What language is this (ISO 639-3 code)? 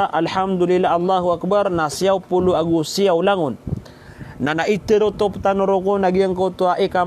mrw